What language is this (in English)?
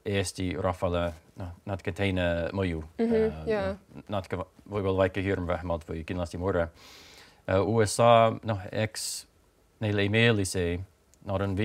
Estonian